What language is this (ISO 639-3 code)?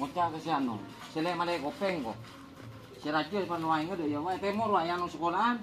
mad